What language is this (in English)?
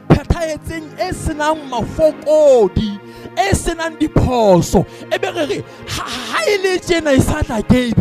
Southern Sotho